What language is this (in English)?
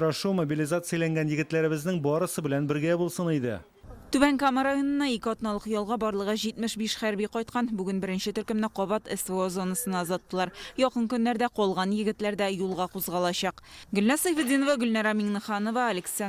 Tatar